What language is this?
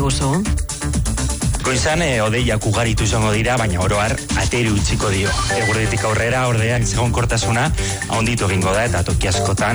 Basque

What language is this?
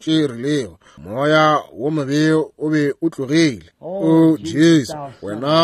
Northern Sotho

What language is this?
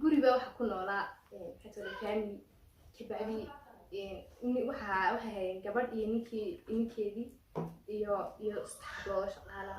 Somali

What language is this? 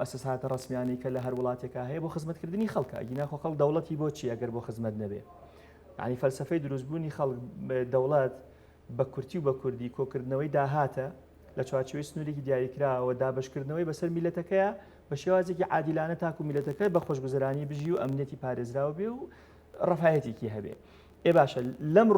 Central Kurdish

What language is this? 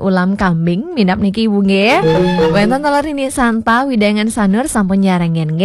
Balinese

